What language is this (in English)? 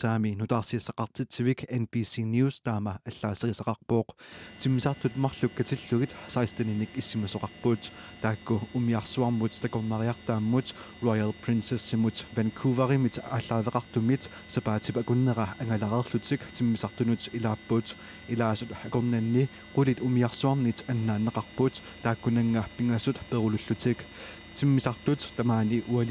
Kalaallisut